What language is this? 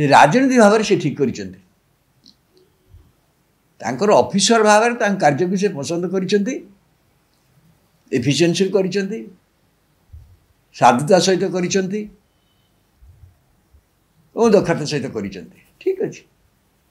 Odia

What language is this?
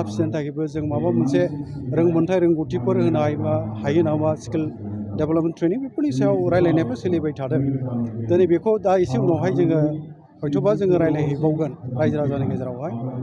Bodo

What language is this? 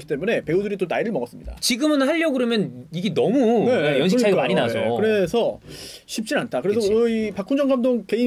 Korean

